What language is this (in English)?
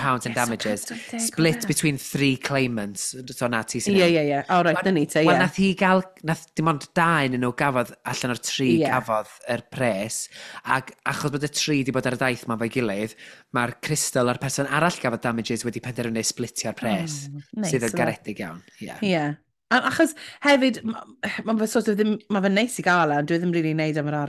Welsh